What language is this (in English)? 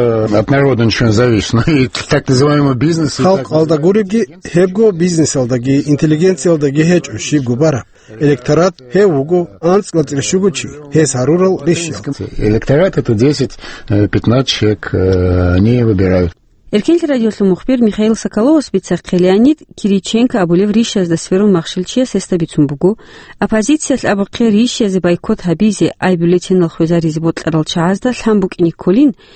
Avaric